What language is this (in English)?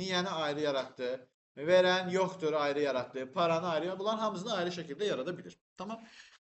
Azerbaijani